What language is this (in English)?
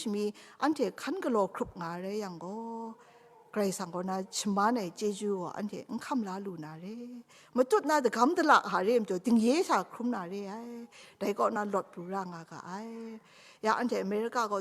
Kachin